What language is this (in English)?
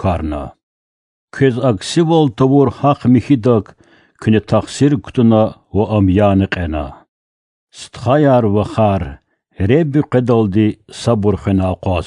Lezghian